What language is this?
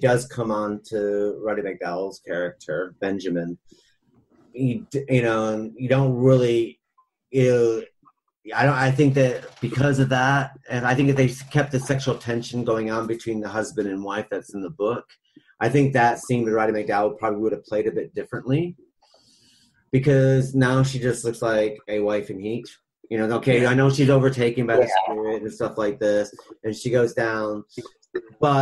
English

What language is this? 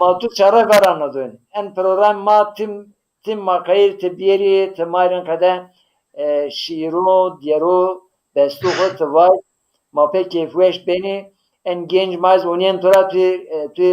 Zaza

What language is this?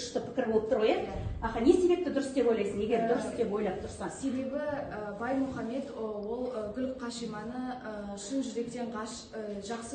Kazakh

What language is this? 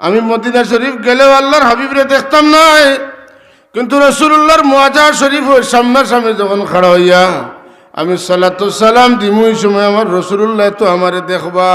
Sylheti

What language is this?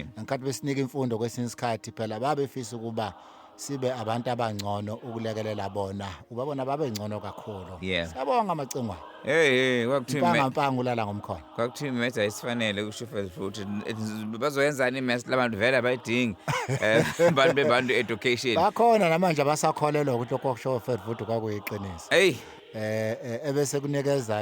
Zulu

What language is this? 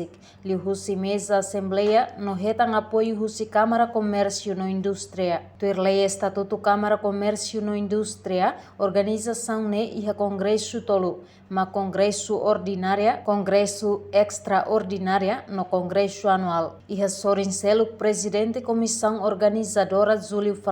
Tetum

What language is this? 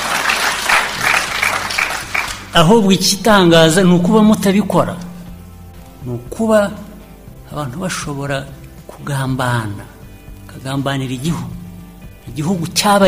Kinyarwanda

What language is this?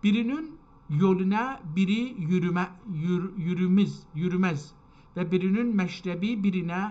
South Azerbaijani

